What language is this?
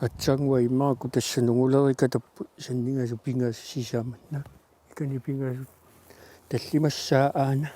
Kalaallisut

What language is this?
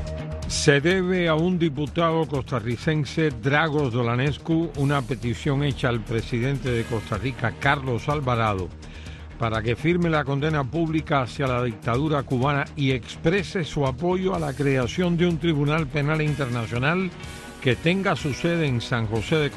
Spanish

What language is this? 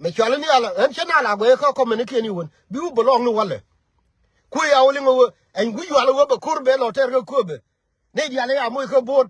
Nuer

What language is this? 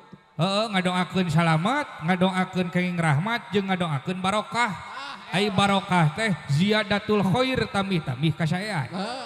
Sundanese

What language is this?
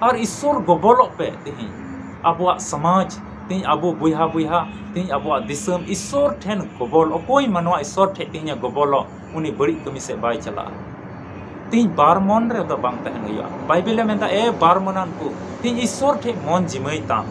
Santali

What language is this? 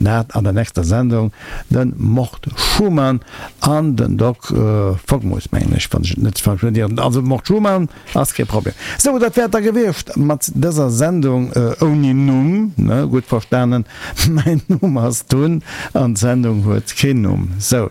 Luxembourgish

